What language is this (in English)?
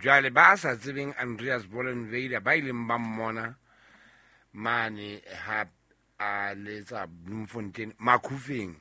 Southern Sotho